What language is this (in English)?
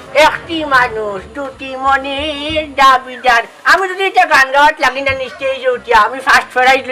Sylheti